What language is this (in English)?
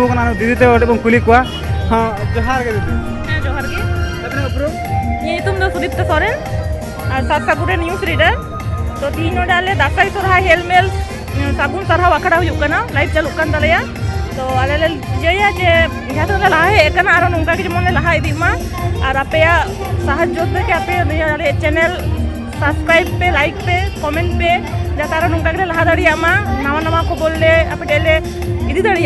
Santali